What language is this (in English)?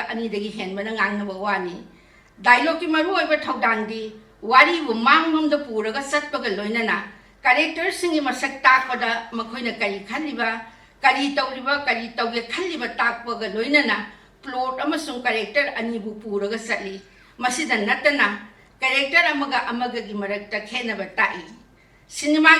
Manipuri